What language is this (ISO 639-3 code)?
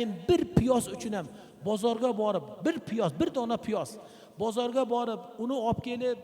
uzb